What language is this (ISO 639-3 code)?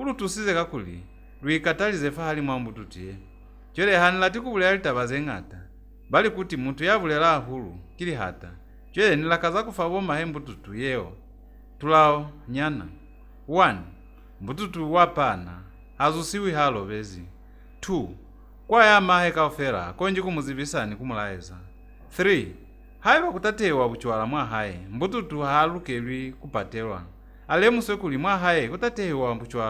loz